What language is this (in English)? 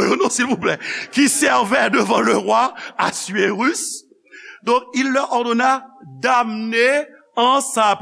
Haitian Creole